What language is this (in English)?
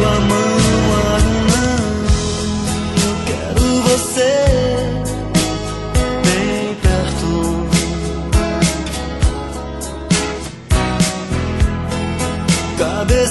Portuguese